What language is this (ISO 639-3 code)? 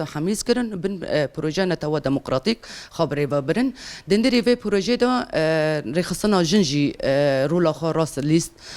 kur